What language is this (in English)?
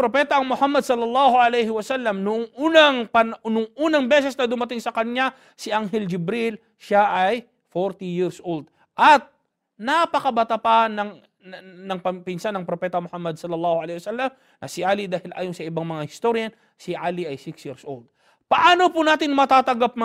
Filipino